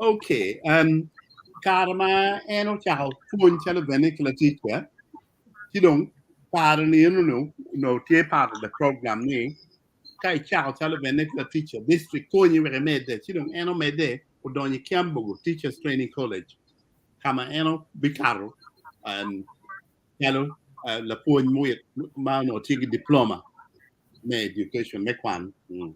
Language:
Acoli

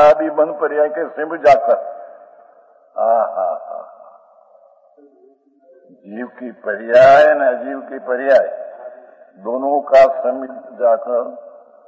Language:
Hindi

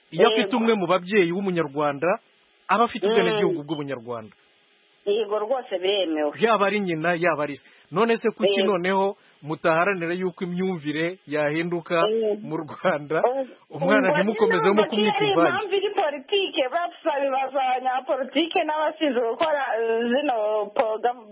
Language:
Kinyarwanda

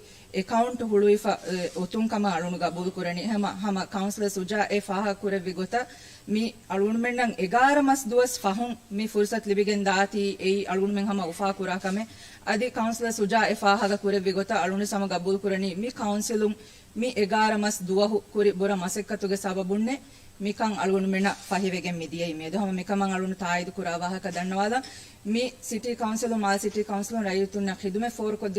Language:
Divehi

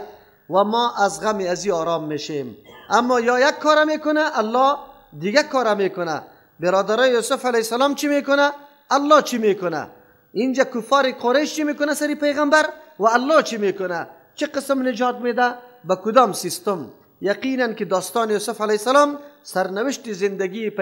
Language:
Persian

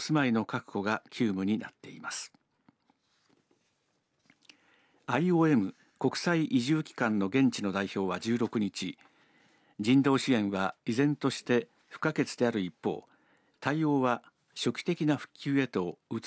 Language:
Japanese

